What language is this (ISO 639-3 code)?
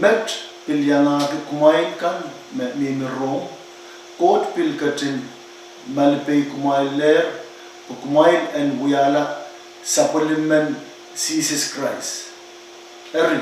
pon